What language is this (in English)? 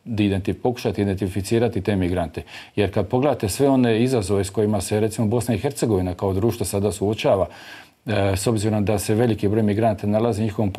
Bosnian